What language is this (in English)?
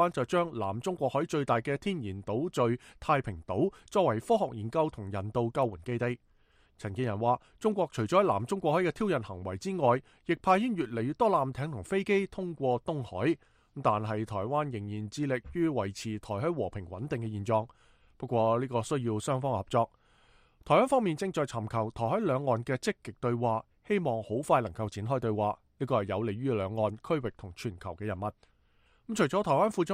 Cantonese